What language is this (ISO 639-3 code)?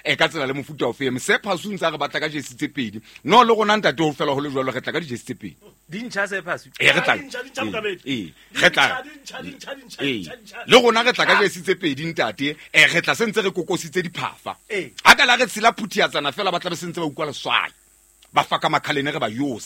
sot